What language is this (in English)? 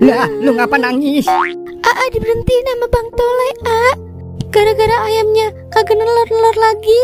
Betawi